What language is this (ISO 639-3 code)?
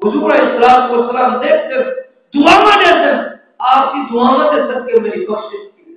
skr